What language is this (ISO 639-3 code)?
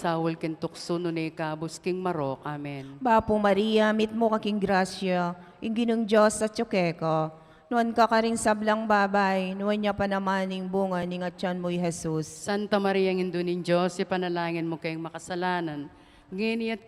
pam